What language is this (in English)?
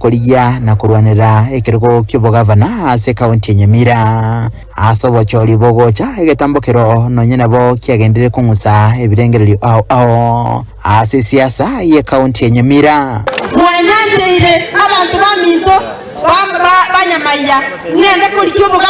Gusii